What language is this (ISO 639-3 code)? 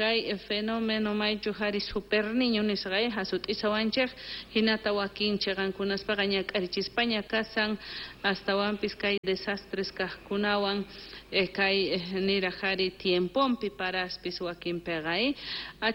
quh